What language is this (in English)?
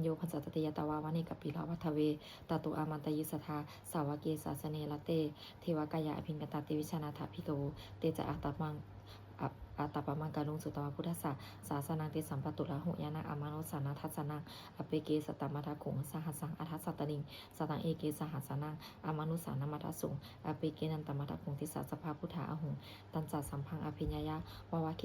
Pali